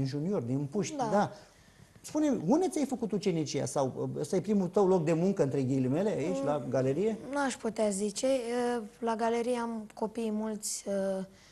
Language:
Romanian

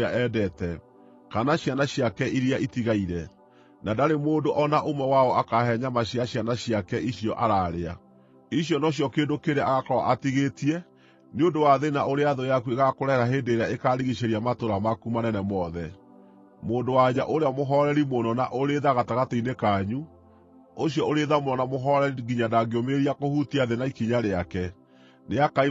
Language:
Kikuyu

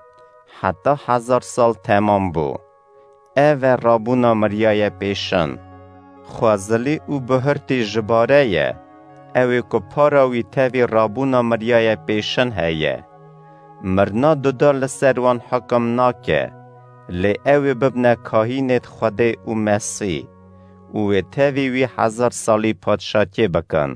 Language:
Kurdish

